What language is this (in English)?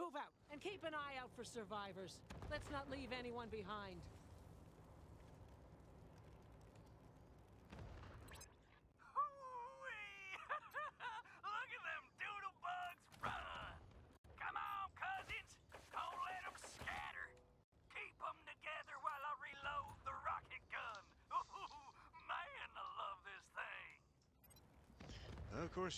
English